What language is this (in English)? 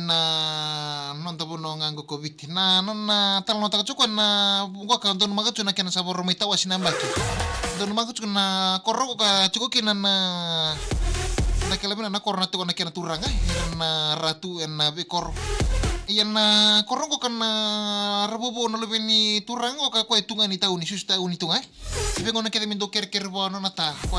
Fijian